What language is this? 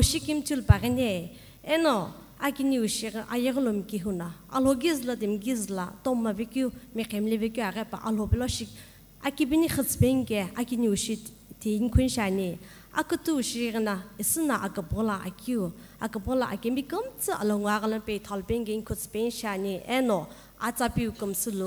Sumi Naga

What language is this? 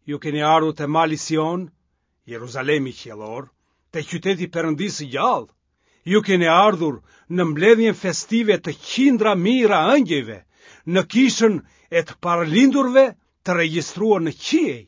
Albanian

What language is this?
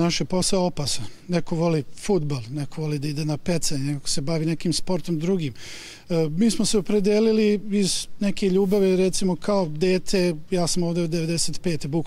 Serbian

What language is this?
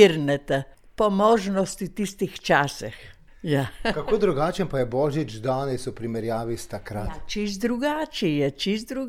Slovenian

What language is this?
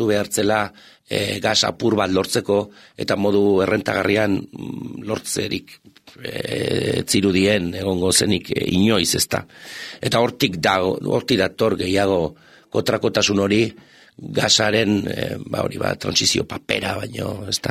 Basque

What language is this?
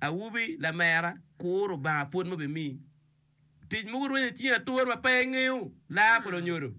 Acoli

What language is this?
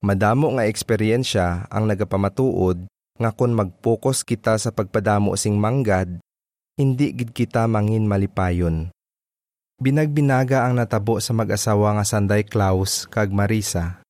Hiligaynon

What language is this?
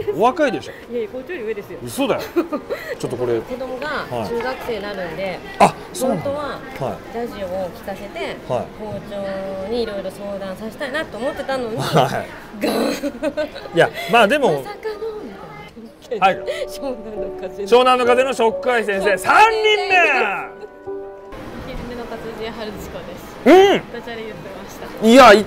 Japanese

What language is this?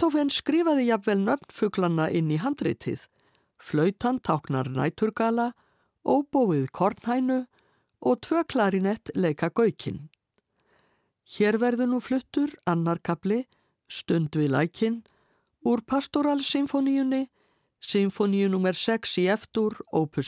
Icelandic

